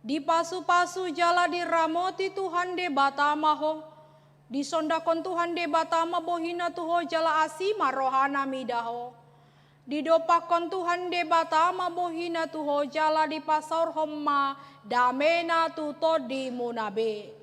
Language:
Batak Toba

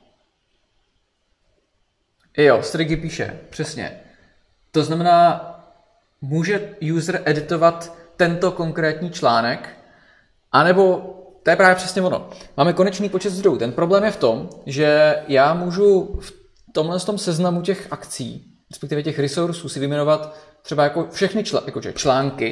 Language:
Czech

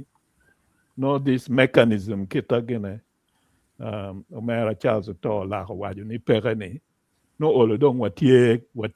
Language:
Acoli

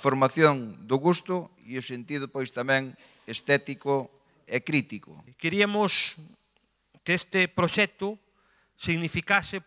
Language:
Galician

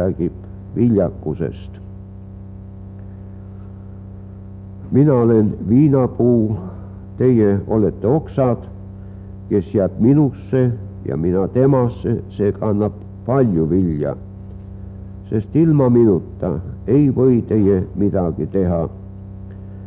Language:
Estonian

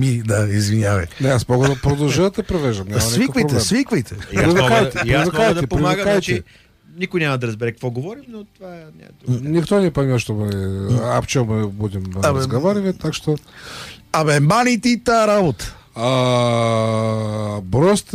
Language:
Bulgarian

